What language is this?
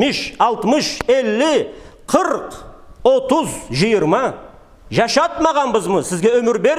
Karachay-Balkar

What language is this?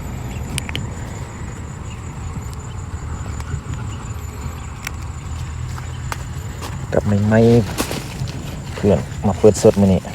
Lao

